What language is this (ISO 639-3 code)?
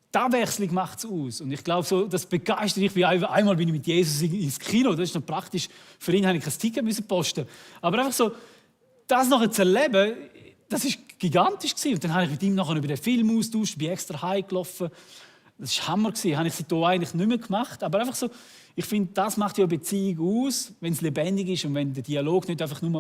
gsw